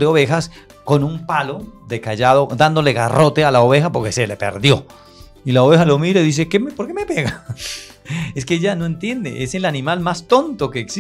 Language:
Spanish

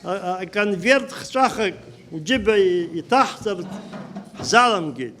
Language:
Abkhazian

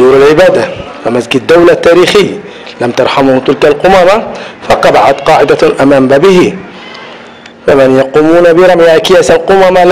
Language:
Arabic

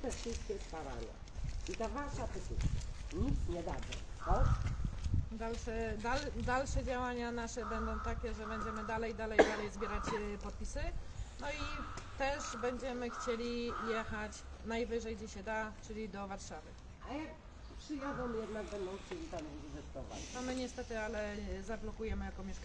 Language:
Polish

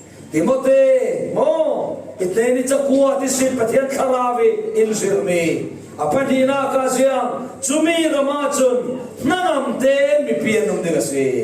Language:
Falam Chin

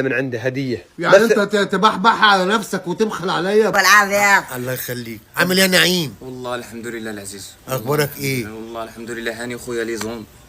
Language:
Egyptian Arabic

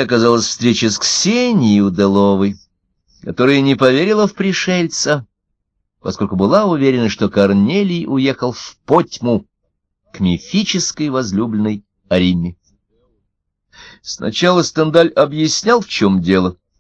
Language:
Russian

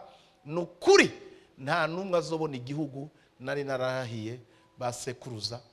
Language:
Rundi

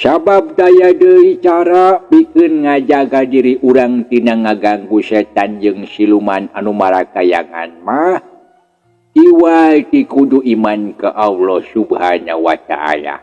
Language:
Sundanese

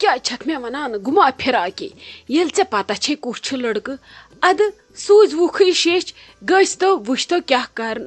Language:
Kashmiri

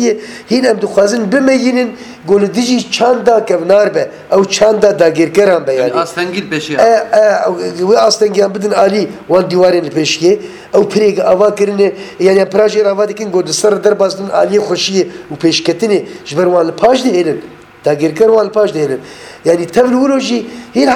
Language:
Kurdish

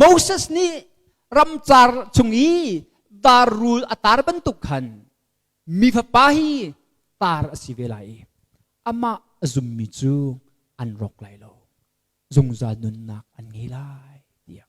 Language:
Hakha Chin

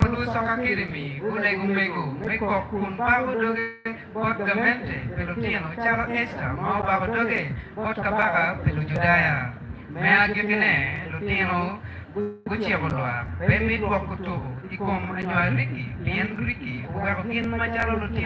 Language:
Acoli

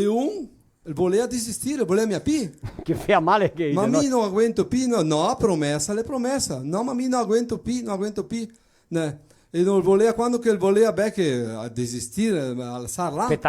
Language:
Venetian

